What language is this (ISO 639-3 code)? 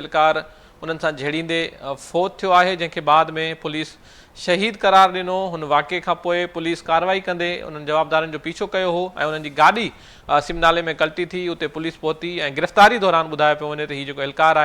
snd